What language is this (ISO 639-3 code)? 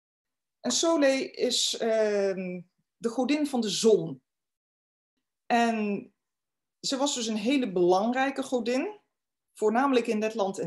nld